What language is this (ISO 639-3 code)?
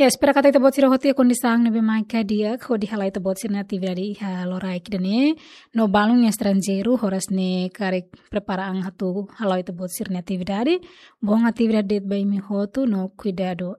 tet